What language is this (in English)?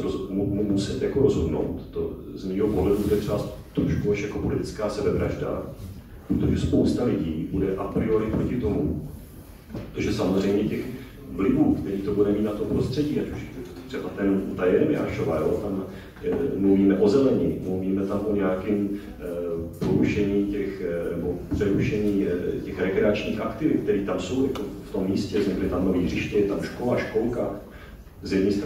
Czech